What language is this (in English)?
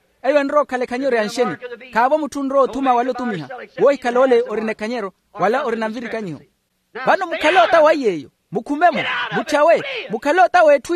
Makhuwa